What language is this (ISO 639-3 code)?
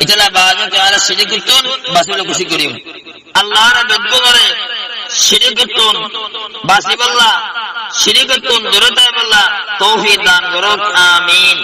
rhg